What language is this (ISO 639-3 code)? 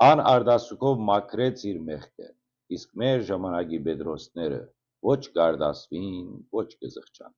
hyw